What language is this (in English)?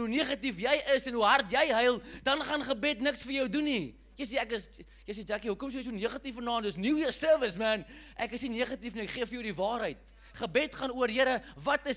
Afrikaans